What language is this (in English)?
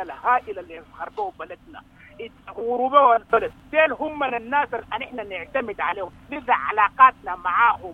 Sudanese Arabic